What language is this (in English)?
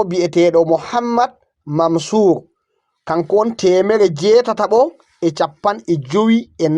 Fula